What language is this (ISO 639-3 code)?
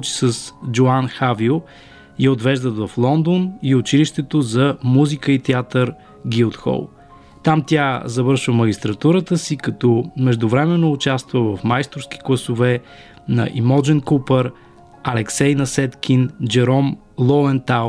bul